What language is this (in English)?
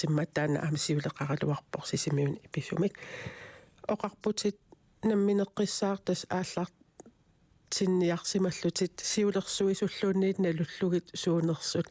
Kalaallisut